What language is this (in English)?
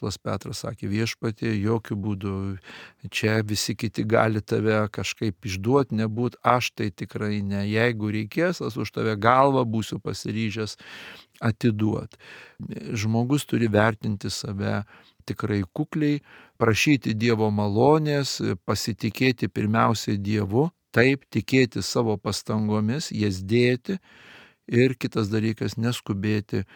Lithuanian